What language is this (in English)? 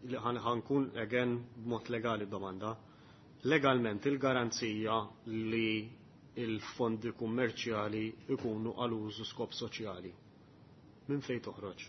Maltese